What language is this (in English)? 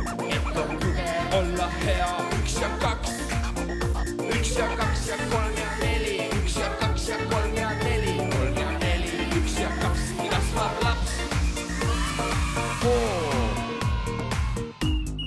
Estonian